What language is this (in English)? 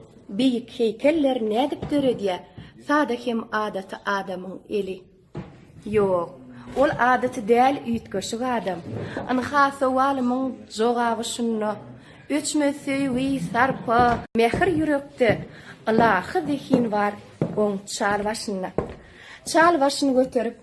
Turkmen